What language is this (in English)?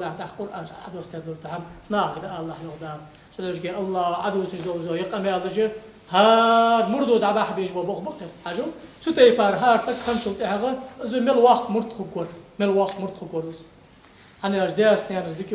Ingush